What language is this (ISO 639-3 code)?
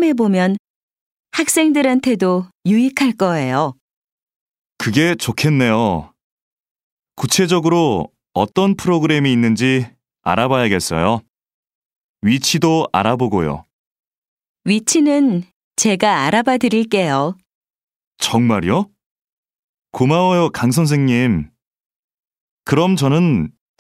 kor